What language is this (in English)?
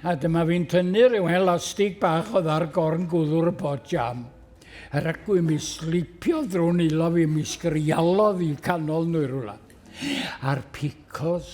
Welsh